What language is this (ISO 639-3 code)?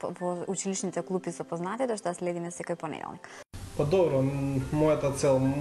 mkd